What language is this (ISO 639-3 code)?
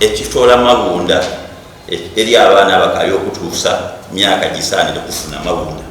xog